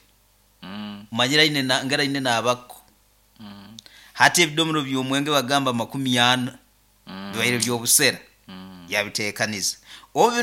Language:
Nyoro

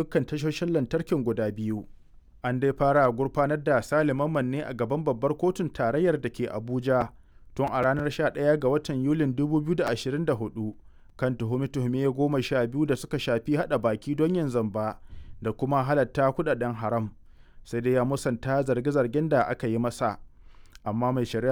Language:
Hausa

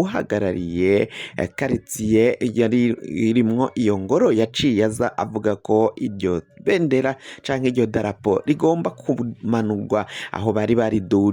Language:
Rundi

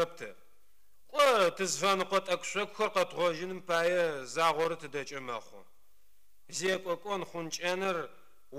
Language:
Adyghe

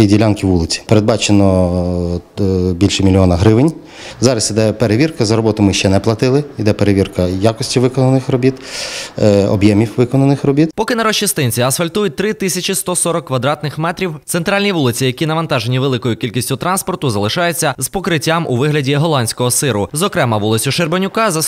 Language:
Ukrainian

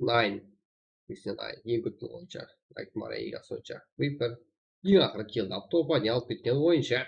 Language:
Kara-Kalpak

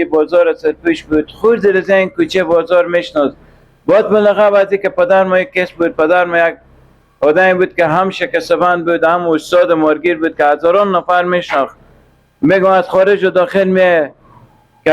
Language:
Persian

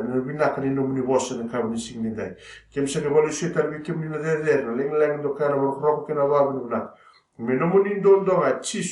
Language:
Fijian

